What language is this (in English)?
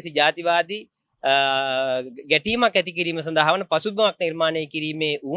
Sinhala